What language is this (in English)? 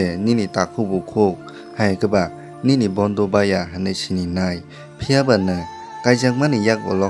Kok Borok